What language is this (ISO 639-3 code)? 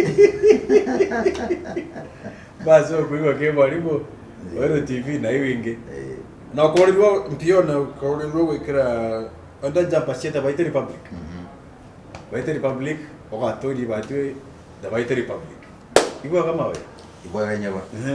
mer